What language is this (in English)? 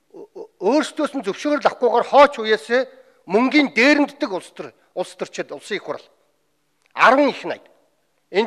Mongolian